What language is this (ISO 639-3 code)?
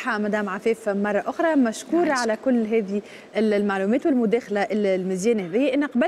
aeb